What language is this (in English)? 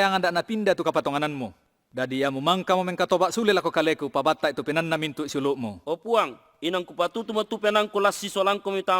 Toraja-Sa'dan